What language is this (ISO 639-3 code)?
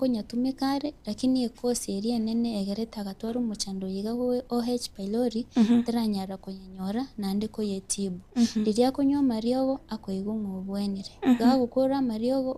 guz